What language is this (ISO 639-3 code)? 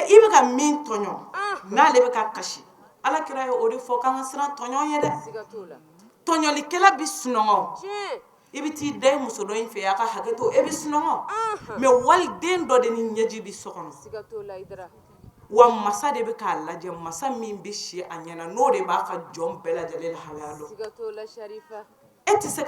bam